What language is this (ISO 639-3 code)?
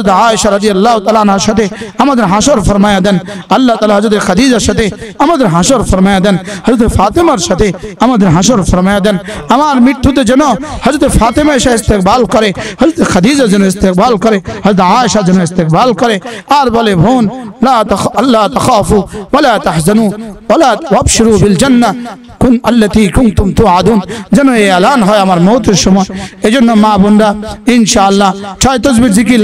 ben